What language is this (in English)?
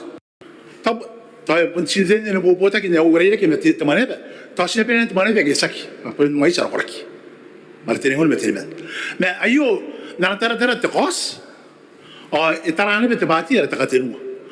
Gilbertese